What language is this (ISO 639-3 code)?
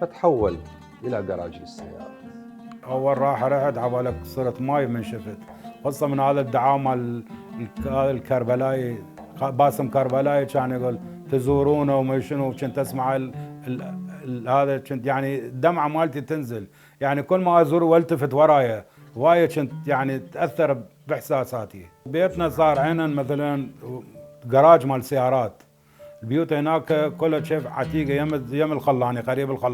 acm